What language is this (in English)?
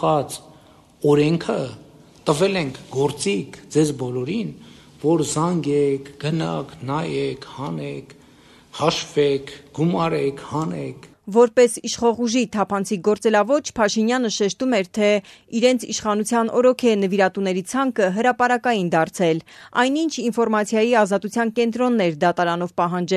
Armenian